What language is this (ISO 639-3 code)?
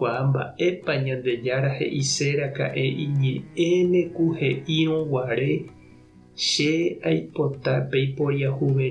grn